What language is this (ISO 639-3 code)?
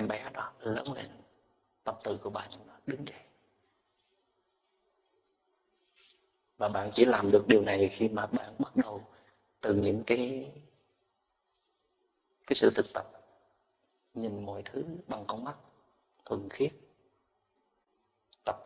vie